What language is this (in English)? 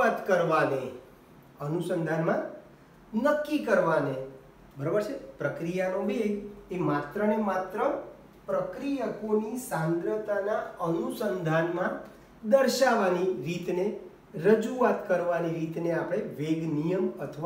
Gujarati